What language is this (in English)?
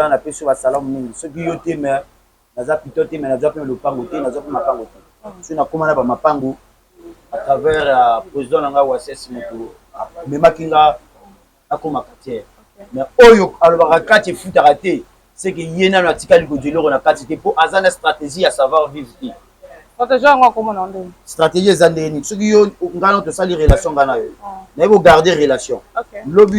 Lingala